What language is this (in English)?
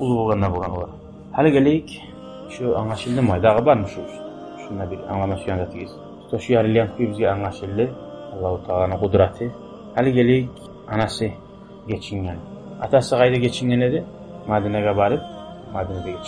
Kumyk